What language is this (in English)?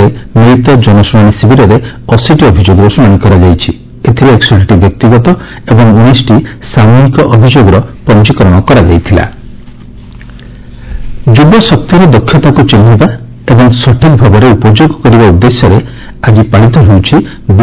Odia